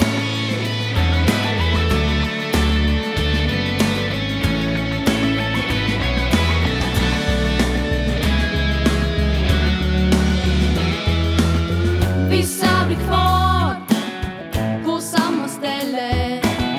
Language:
Swedish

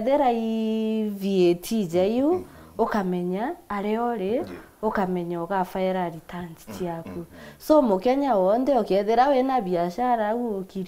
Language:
Meru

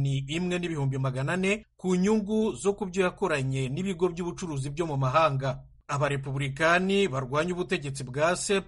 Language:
Kinyarwanda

